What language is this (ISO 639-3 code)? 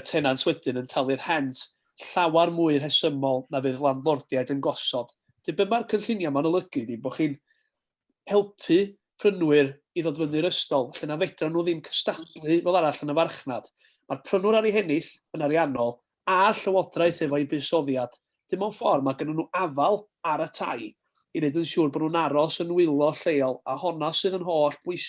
cym